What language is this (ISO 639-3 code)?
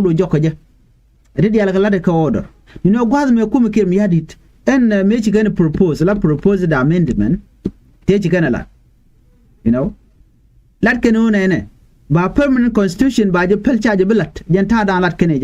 nus